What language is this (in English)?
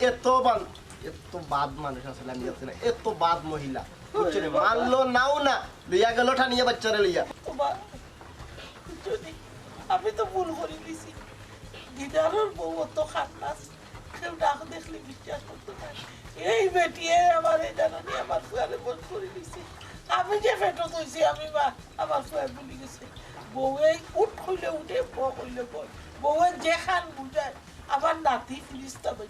Sylheti